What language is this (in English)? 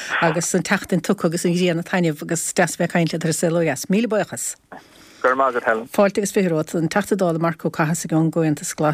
Irish